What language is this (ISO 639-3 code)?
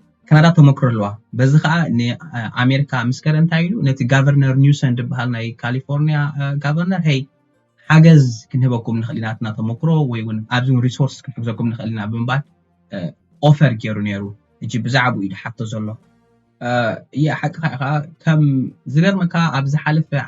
tir